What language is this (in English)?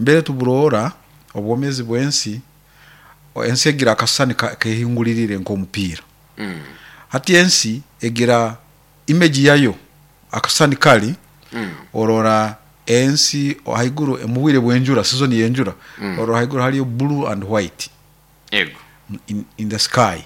Nyoro